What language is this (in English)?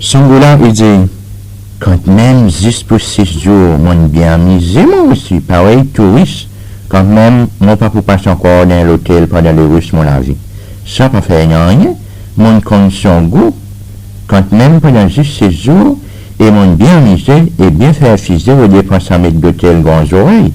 Seselwa Creole French